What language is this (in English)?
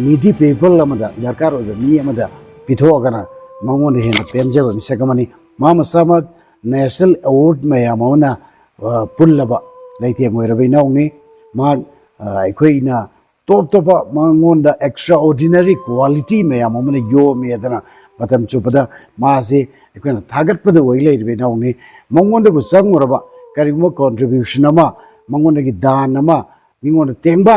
Manipuri